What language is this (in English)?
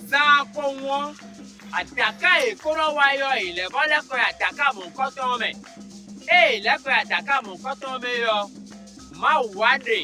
Fon